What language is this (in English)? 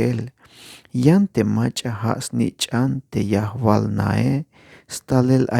Tzeltal